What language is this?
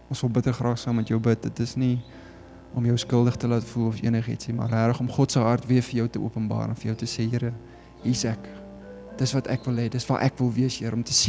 Afrikaans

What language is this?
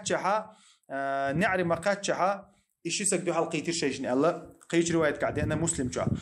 Chechen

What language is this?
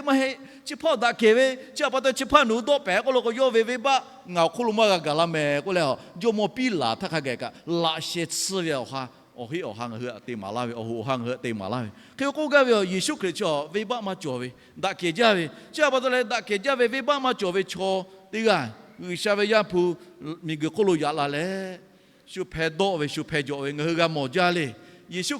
Lahu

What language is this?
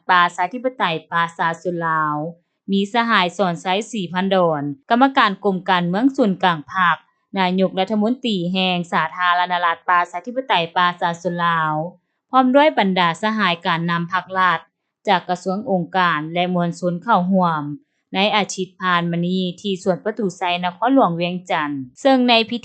Lao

